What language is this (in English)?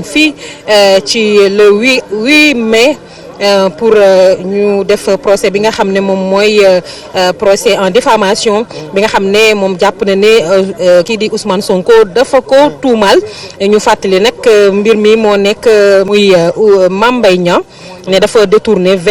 Wolof